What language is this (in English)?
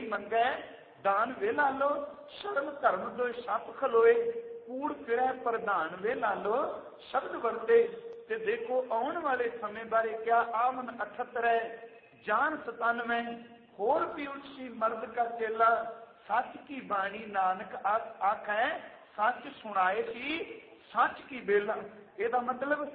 Punjabi